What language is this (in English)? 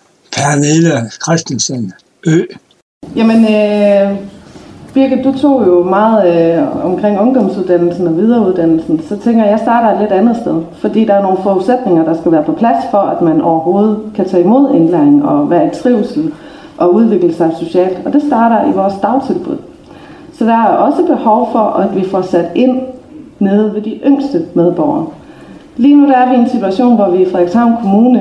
Danish